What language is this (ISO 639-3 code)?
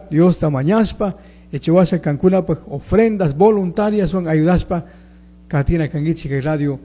qug